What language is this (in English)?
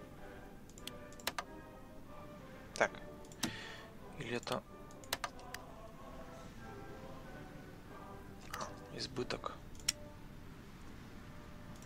Russian